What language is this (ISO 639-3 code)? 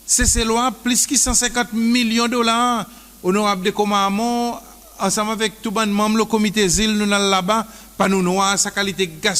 crs